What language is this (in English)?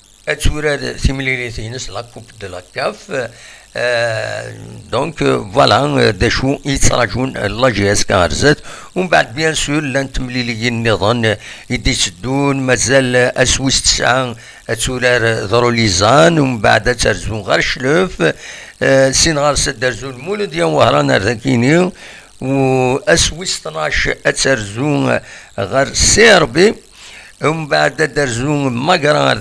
Kabyle